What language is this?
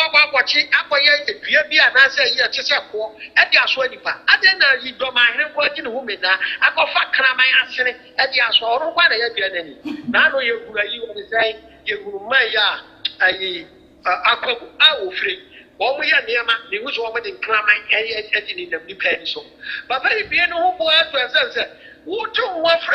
Akan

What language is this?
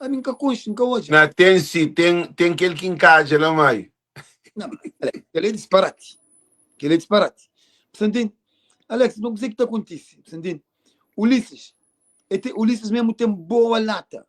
Kabuverdianu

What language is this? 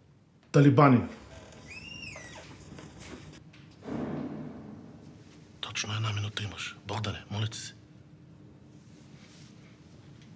Bulgarian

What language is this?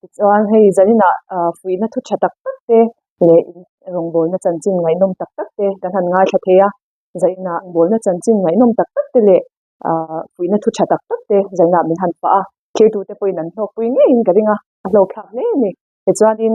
Mizo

